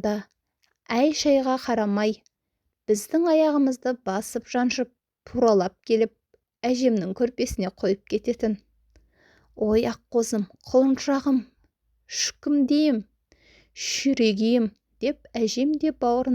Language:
Kazakh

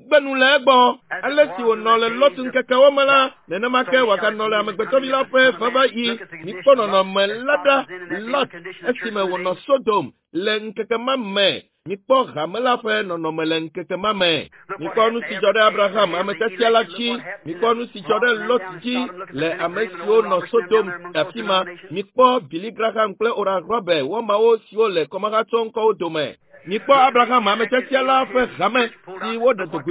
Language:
Ewe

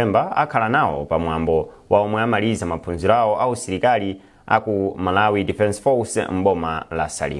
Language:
Nyanja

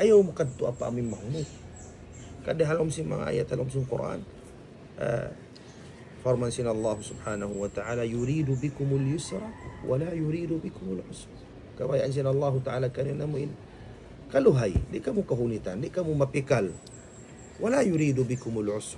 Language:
Tausug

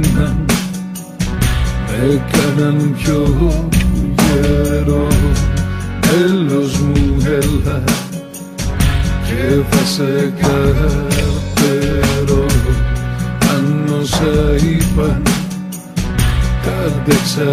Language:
Greek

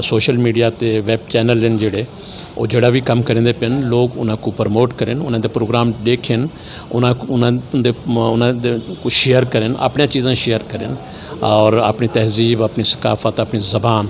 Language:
Western Panjabi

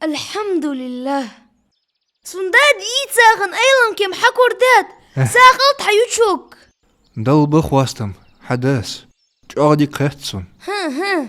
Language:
Ingush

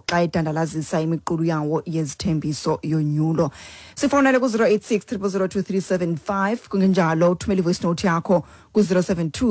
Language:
Xhosa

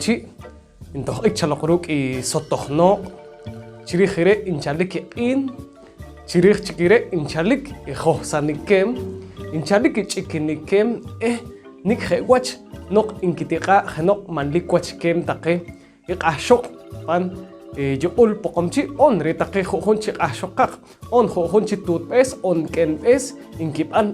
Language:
Poqomchi'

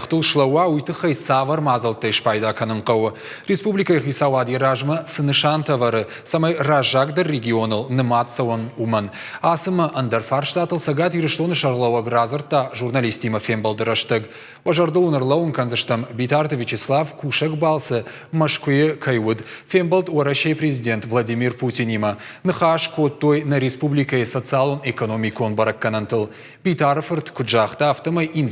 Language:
Ossetic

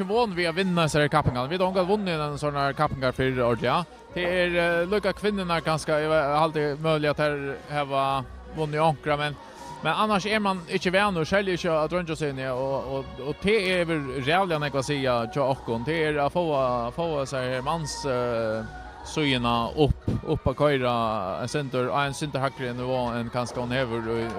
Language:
Faroese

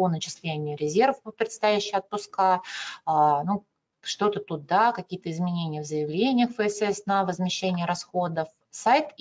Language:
Russian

